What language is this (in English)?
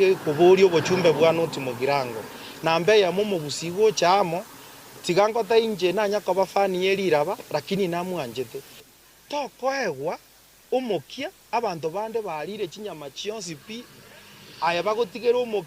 Gusii